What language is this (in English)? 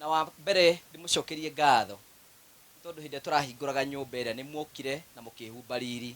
Kikuyu